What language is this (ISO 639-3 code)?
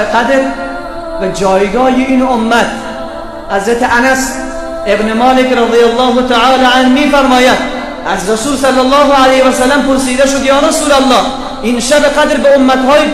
fas